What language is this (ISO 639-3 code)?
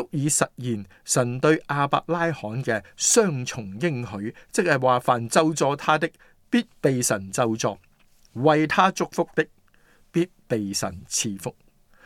yue